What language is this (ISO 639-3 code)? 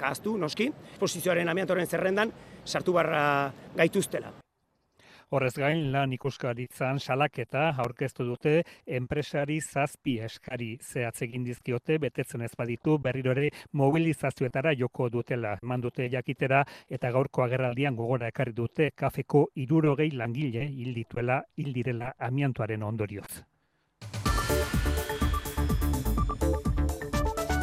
eus